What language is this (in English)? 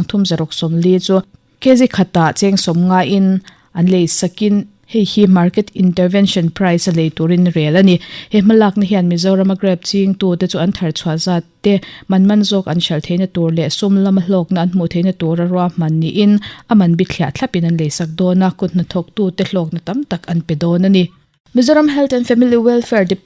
Mizo